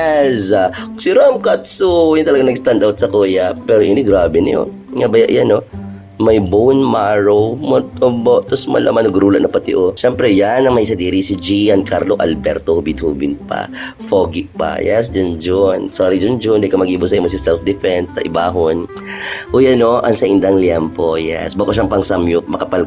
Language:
Bikol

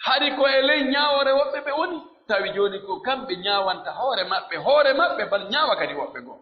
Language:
Pular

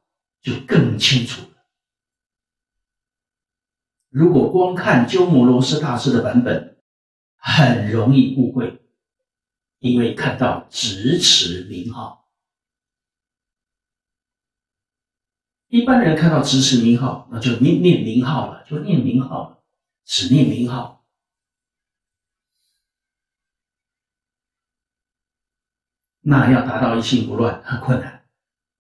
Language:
Chinese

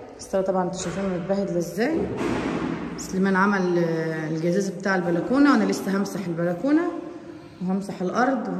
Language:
Egyptian Arabic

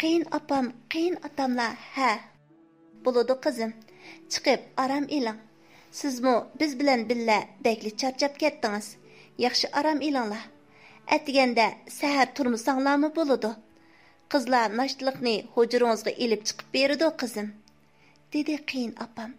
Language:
Uyghur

